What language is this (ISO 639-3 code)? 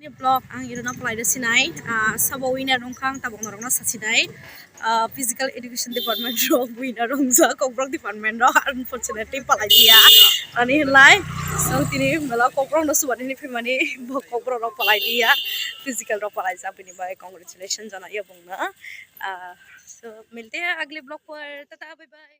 trp